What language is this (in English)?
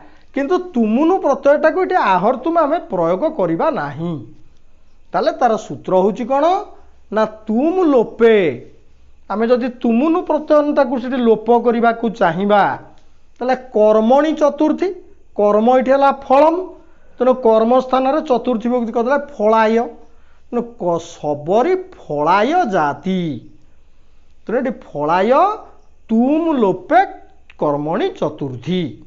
Odia